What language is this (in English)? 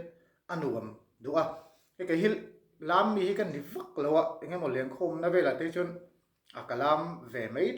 Mizo